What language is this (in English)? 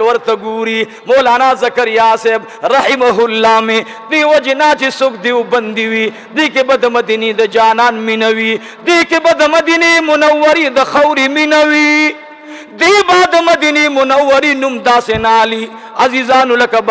Pashto